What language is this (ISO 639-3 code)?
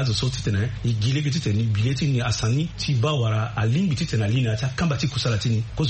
sag